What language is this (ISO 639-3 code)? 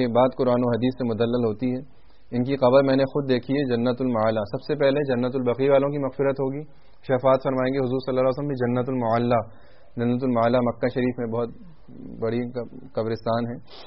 urd